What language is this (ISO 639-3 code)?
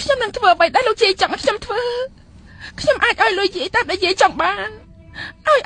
khm